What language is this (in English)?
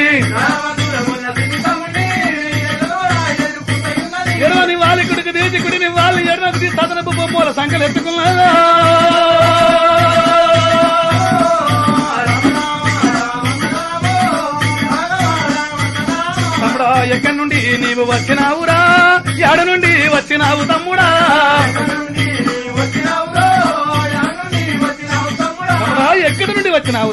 Telugu